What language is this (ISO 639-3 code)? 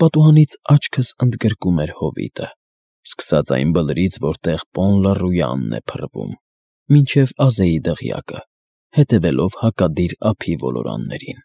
hye